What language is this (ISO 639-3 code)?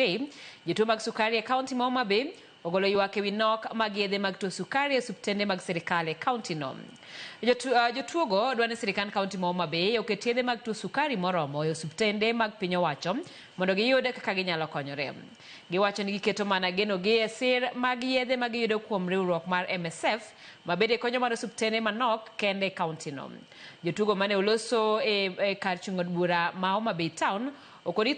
luo